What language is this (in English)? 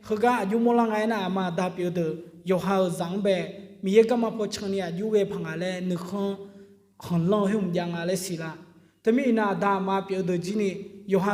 Akha